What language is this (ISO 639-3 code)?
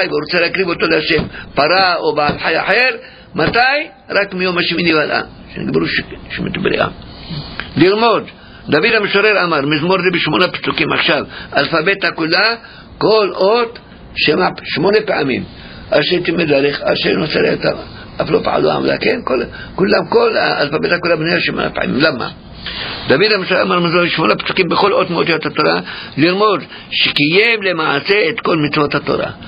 heb